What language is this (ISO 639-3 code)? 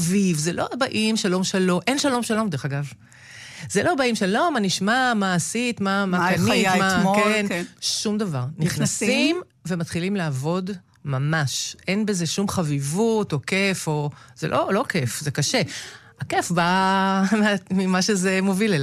heb